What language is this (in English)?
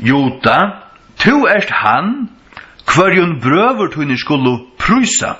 Faroese